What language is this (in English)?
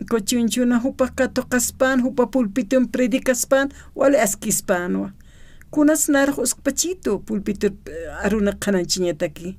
Aymara